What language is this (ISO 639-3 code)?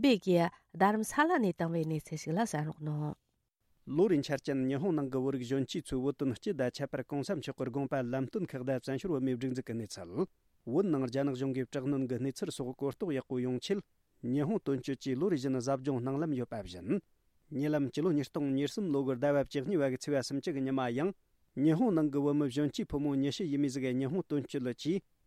bod